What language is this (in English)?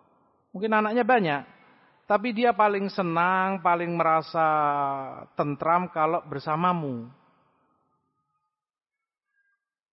Indonesian